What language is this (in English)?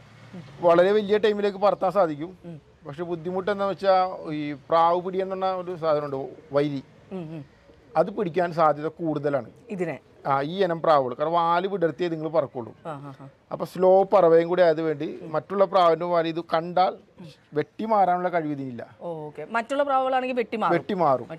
Malayalam